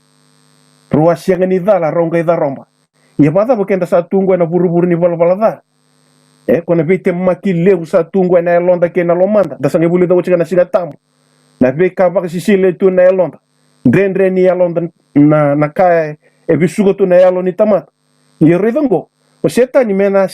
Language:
Fijian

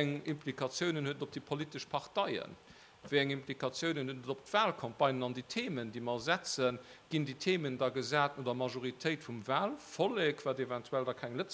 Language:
Luxembourgish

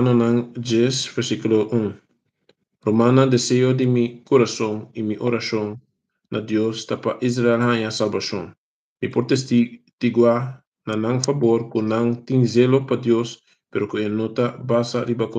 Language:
Papiamento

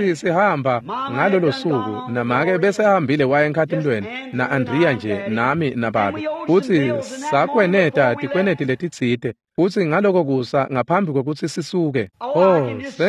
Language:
Swati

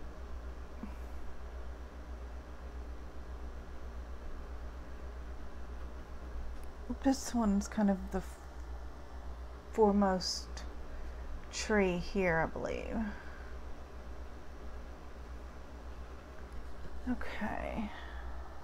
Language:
English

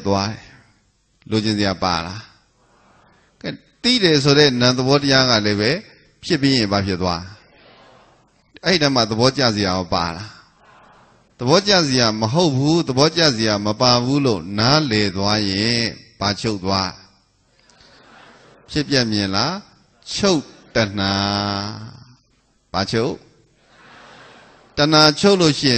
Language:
Burmese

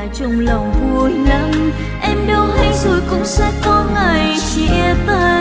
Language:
Vietnamese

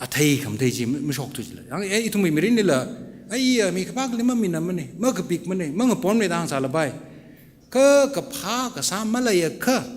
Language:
Tangkhul Naga (India)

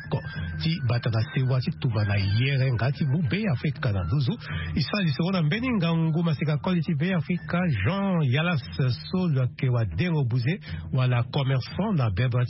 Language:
Sango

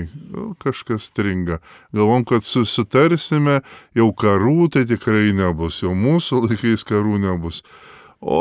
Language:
Lithuanian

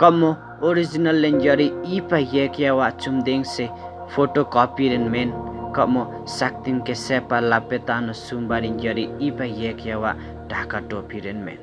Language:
Limbu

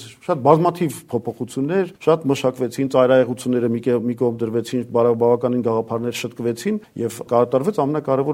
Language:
Armenian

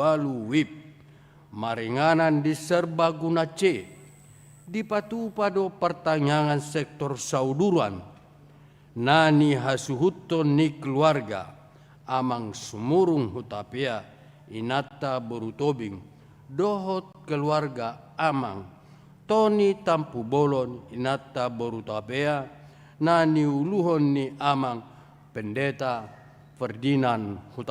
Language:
Batak Toba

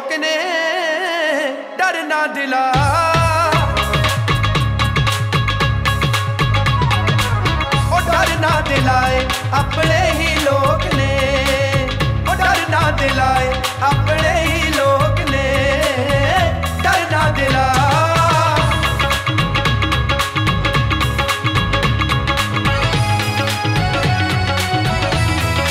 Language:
Punjabi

